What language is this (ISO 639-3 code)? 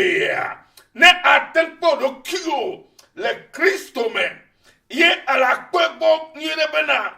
ewe